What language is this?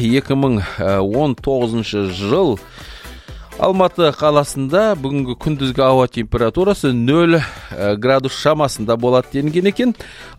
Kazakh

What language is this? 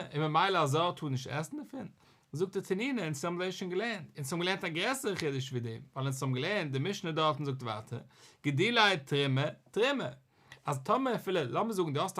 Yiddish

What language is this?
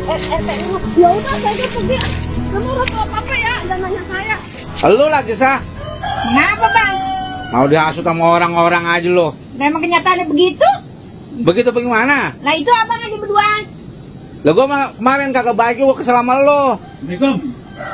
Betawi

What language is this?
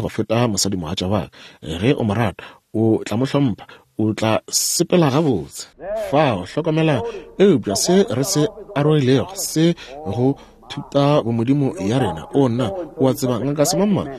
Northern Sotho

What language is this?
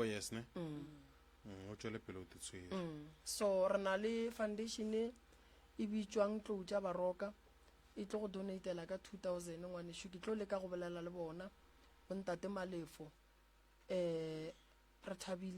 Northern Sotho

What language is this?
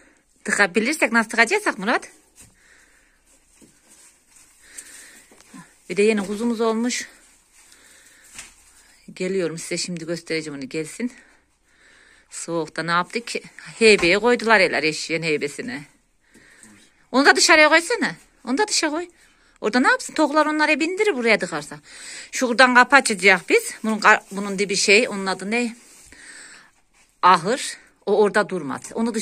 Turkish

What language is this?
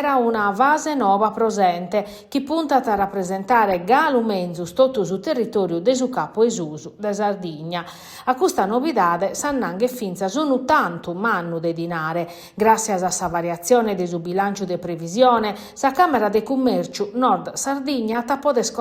Sardinian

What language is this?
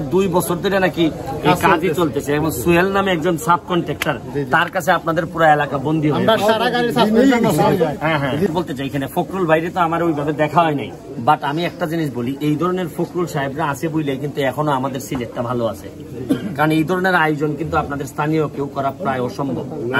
Sylheti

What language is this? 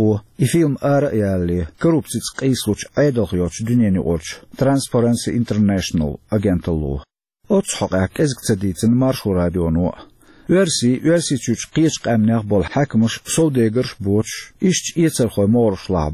Chechen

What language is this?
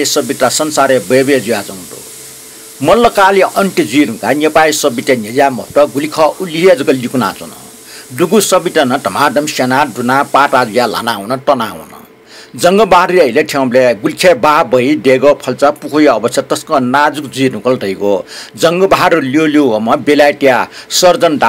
Newari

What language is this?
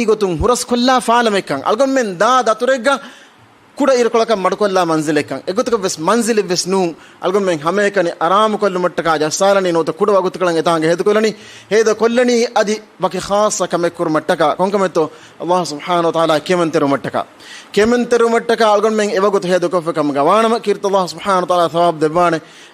Divehi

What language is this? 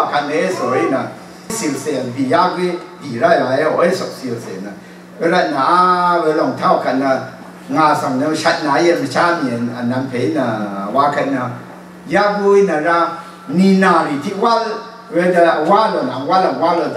Rawang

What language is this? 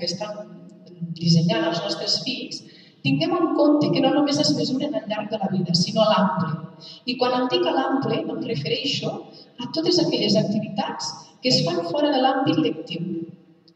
Catalan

